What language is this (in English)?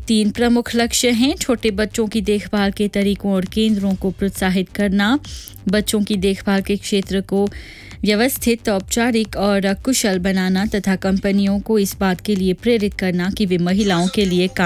Hindi